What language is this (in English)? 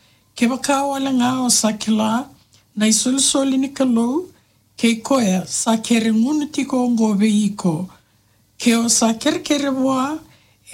Fijian